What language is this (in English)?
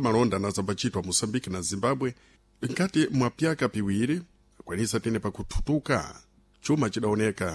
Sena